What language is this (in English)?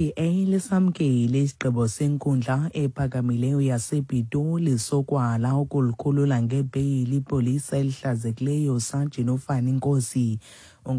Xhosa